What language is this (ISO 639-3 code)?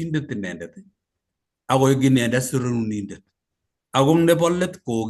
kln